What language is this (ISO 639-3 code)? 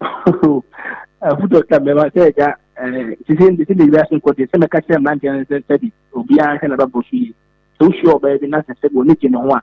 aka